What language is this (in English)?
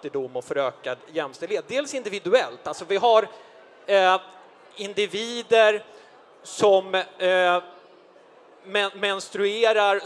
Swedish